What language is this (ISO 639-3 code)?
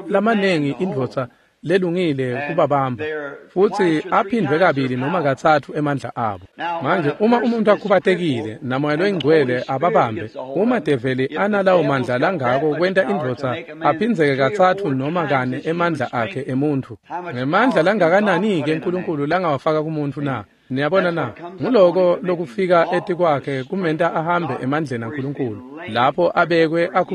ssw